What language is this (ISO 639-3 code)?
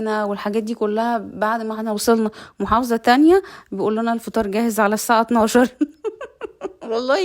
arz